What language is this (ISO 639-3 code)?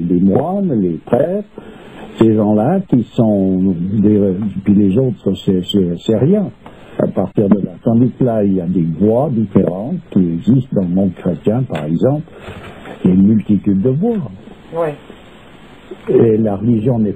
fra